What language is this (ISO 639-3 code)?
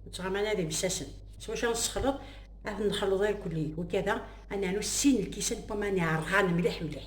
kab